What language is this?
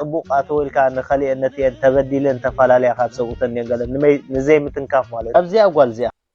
Tigrinya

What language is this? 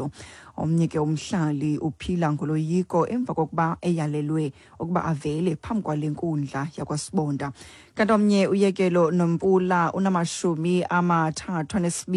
Xhosa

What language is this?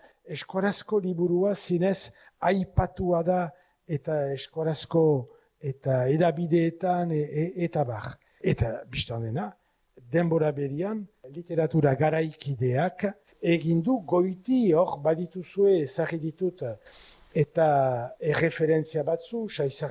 Basque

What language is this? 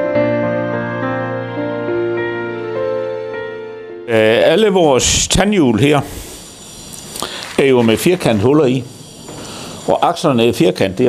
Danish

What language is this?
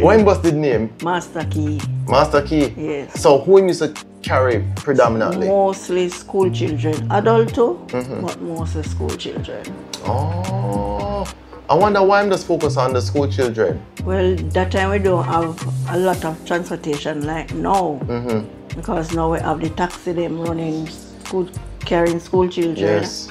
Jamaican Creole English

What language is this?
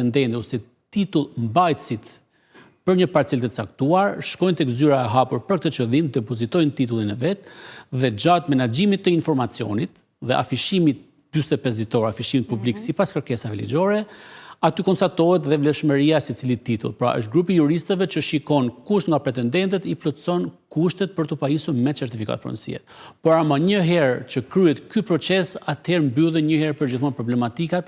Albanian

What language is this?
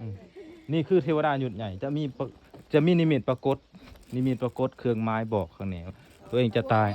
Lao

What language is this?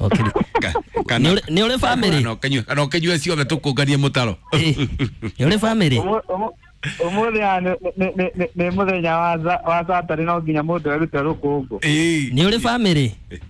Kikuyu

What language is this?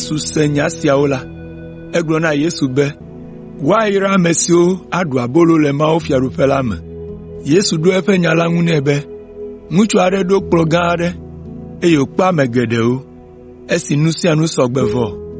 Ewe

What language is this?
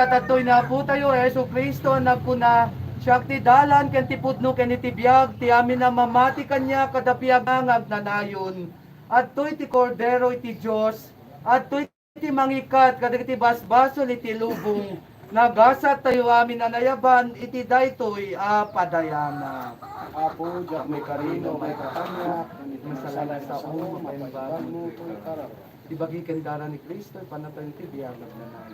Iloko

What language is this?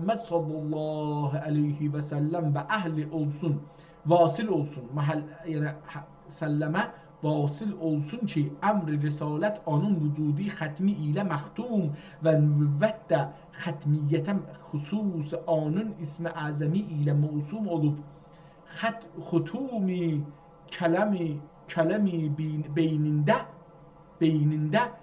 South Azerbaijani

